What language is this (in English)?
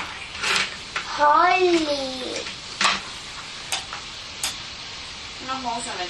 Estonian